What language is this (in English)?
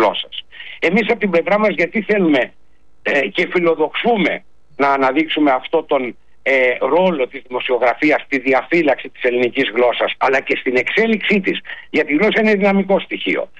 Greek